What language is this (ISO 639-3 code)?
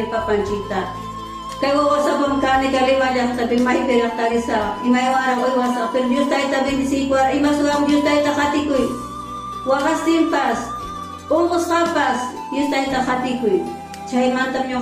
quy